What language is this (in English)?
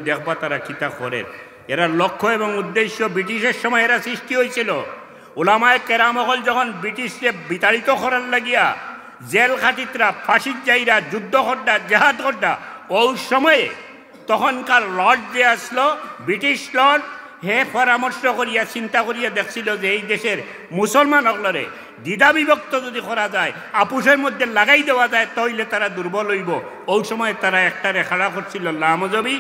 Sylheti